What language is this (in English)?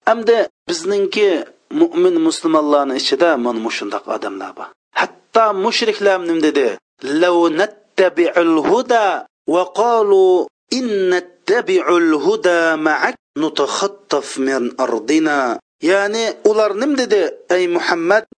Uyghur